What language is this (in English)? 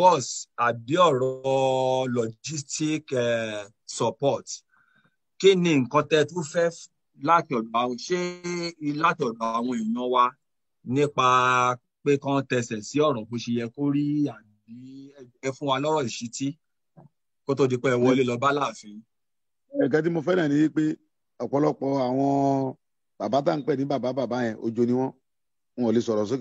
Yoruba